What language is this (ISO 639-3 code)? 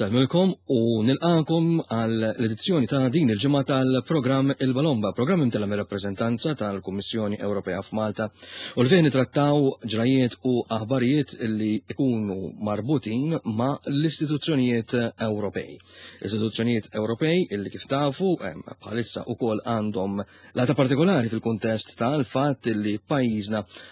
mlt